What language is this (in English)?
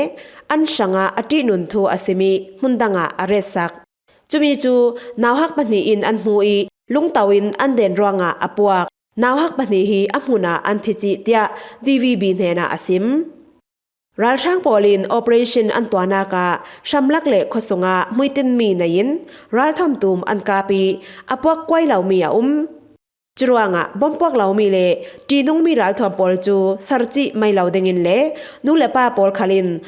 Falam Chin